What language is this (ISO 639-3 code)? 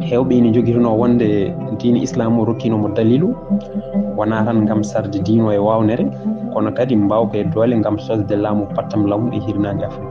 ful